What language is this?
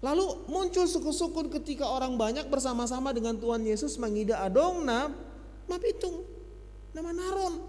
Batak Simalungun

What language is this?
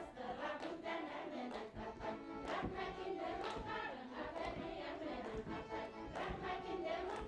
Bashkir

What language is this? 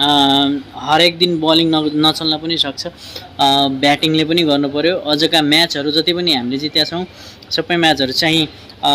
Nepali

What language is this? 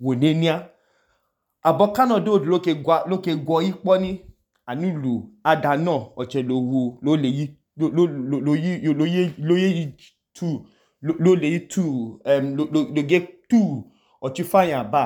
Idoma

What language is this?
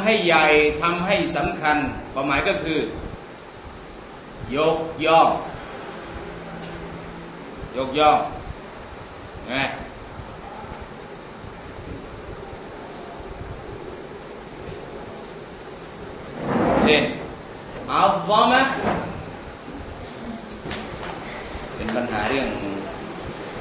Thai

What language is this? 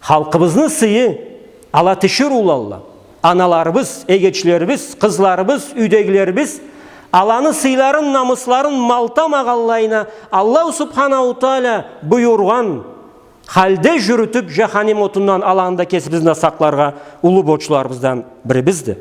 Karachay-Balkar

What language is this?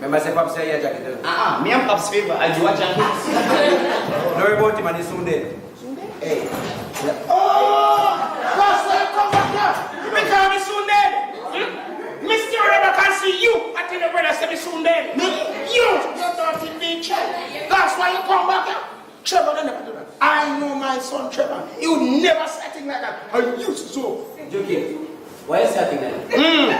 Jamaican Creole English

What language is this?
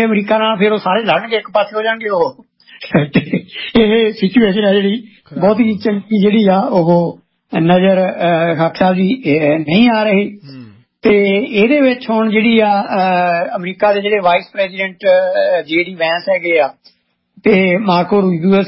Punjabi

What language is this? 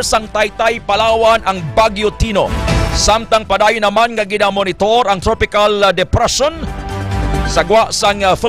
Hiligaynon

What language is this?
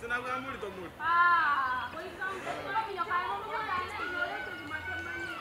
Gusii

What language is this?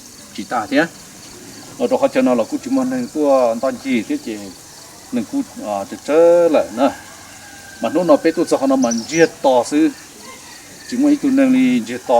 Hmong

